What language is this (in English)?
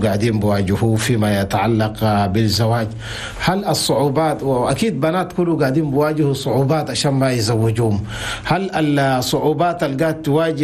Chadian Arabic